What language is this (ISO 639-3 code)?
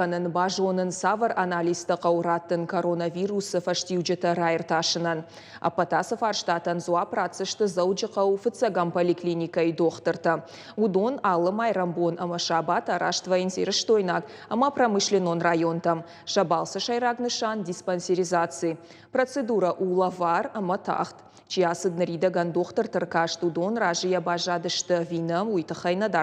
oss